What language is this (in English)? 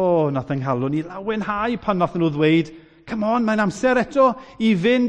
Welsh